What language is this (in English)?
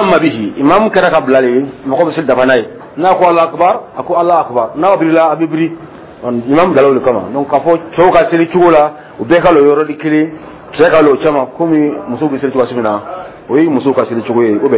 Dyula